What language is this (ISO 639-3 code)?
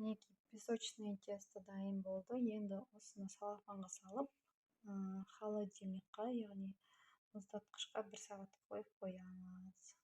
kaz